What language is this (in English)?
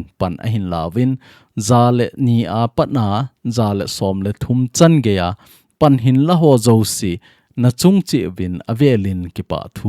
Thado Chin